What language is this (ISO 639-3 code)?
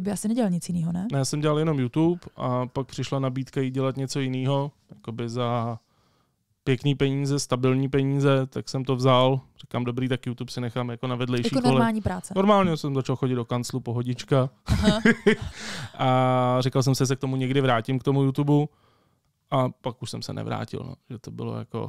ces